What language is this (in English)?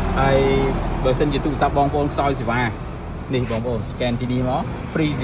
Khmer